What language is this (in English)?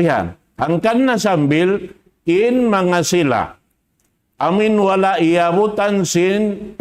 Tausug